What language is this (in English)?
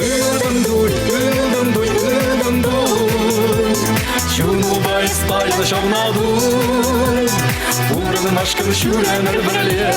Chuvash